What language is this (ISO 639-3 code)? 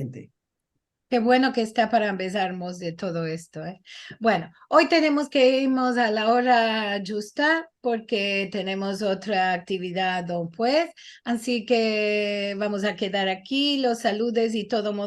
lad